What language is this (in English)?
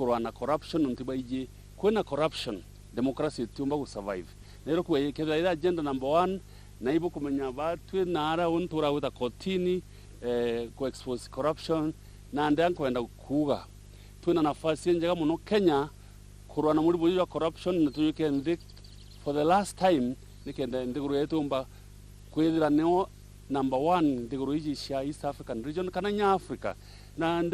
Meru